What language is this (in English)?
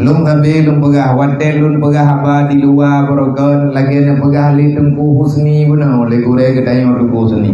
Achinese